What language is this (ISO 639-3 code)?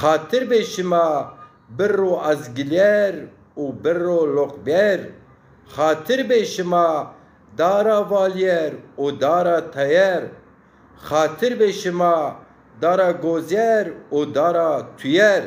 zza